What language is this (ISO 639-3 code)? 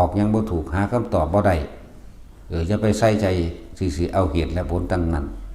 tts